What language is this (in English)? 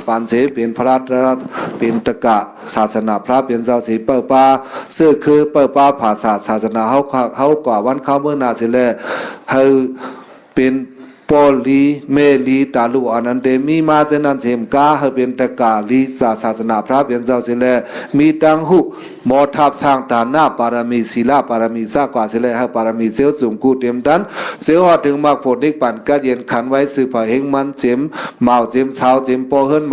Shan